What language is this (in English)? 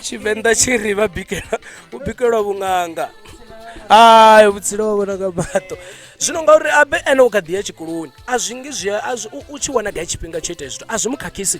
Venda